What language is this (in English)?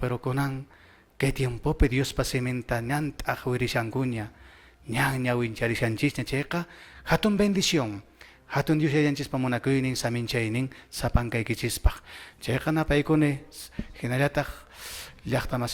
Quechua